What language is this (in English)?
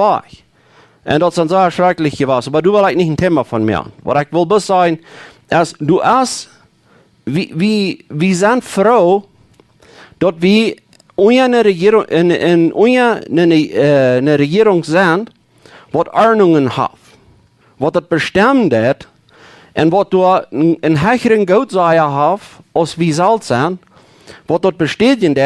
Plautdietsch